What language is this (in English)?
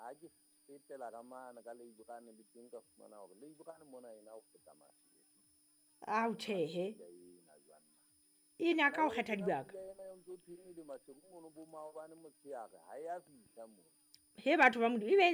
Southern Sotho